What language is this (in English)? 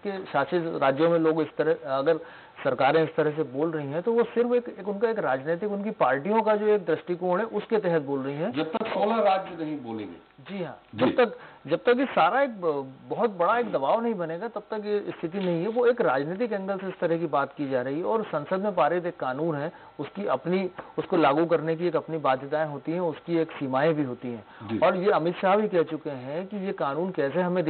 Hindi